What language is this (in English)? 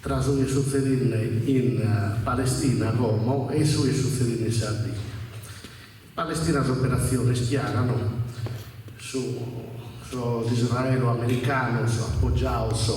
Sardinian